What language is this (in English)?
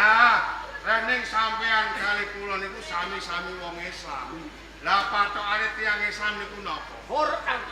Javanese